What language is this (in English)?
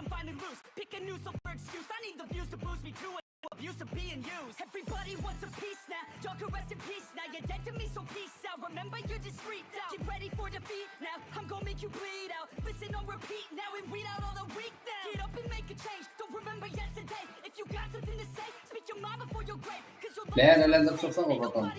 Kara-Kalpak